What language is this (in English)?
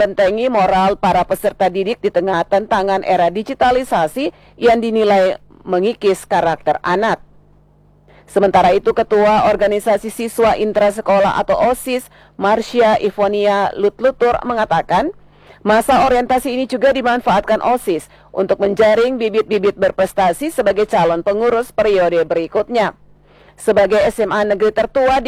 Indonesian